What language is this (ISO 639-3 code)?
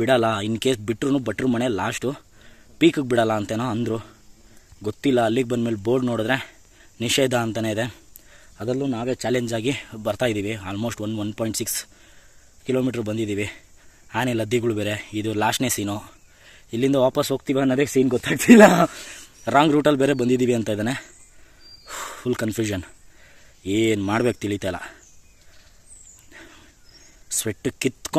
kan